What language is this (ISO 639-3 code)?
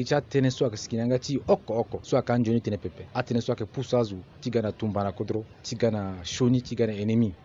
sag